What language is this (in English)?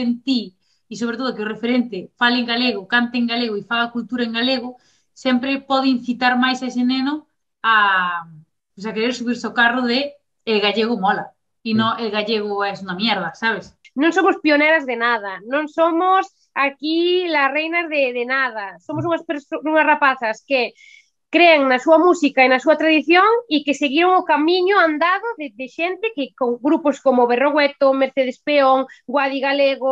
Galician